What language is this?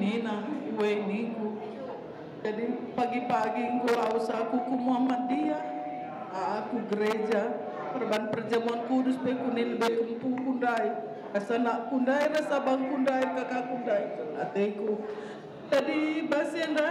Batak Karo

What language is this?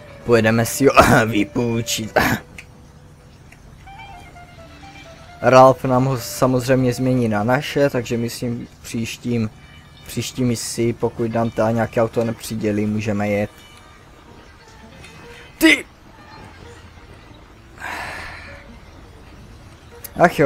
Czech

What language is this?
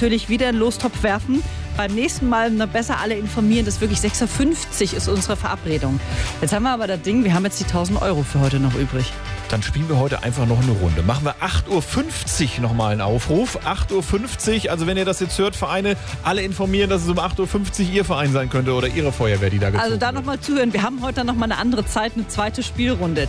German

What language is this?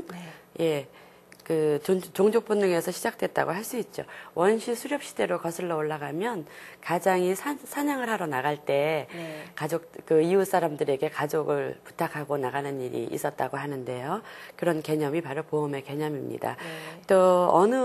Korean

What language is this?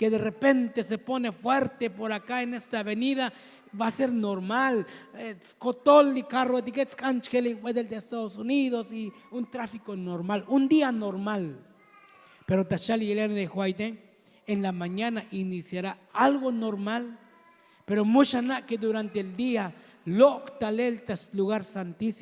Tzotzil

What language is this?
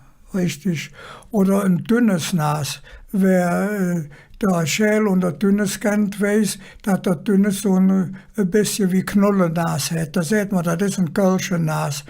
Colognian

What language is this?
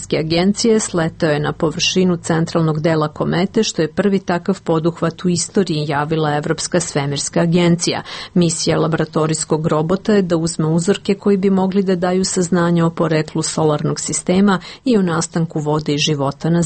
Serbian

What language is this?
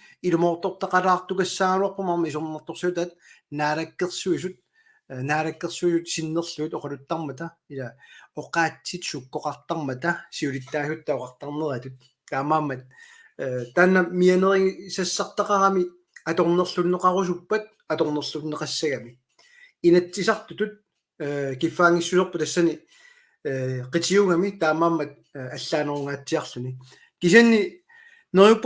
Kalaallisut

